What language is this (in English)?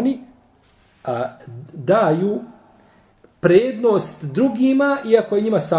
Bosnian